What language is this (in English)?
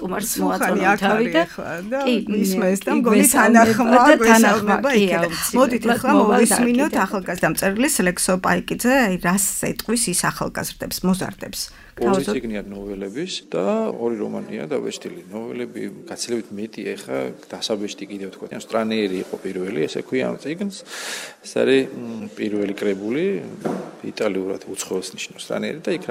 Georgian